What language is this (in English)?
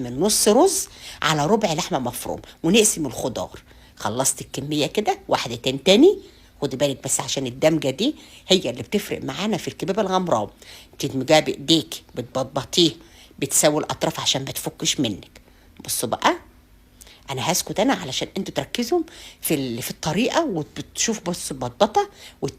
Egyptian Arabic